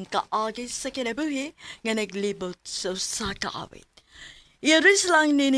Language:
Cebuano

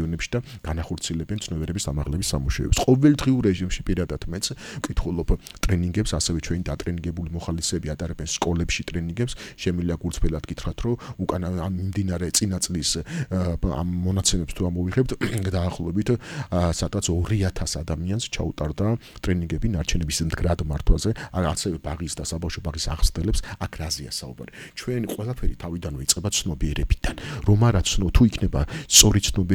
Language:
Georgian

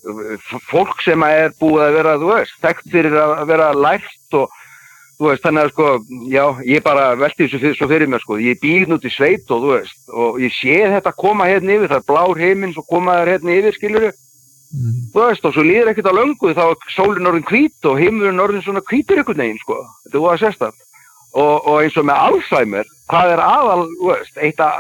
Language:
Icelandic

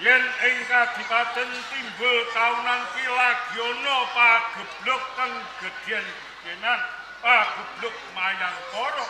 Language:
Javanese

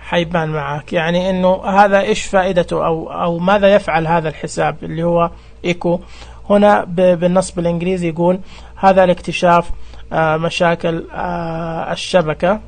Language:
Najdi Arabic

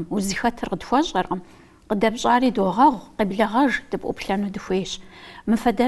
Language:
Kabardian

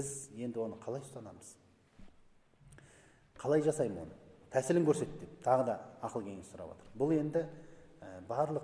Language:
Kazakh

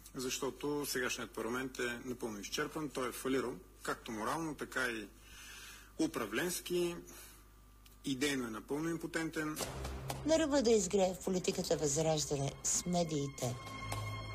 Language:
Bulgarian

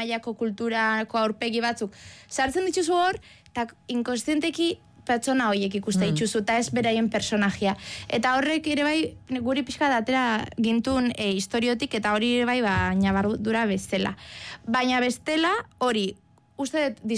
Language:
Basque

